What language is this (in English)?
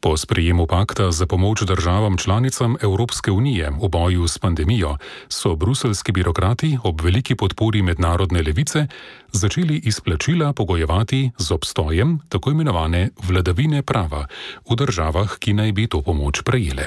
Slovenian